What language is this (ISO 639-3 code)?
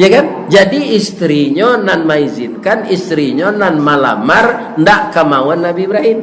min